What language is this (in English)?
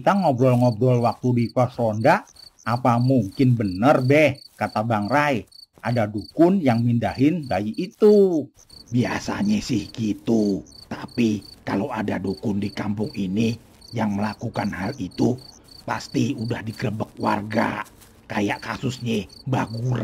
Betawi